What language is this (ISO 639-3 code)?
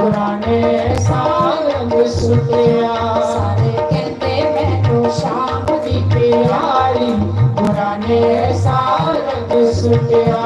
doi